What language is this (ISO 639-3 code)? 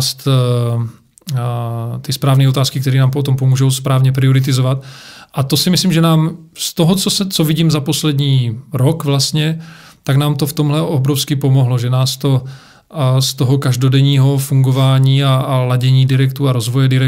ces